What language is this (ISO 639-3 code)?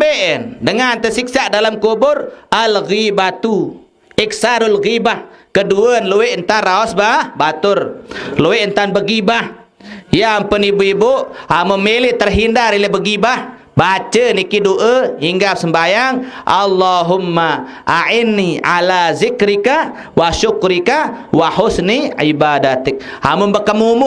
sas